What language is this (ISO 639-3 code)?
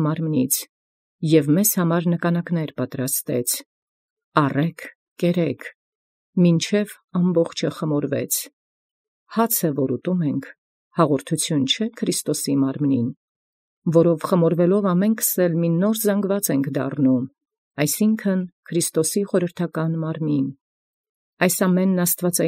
hye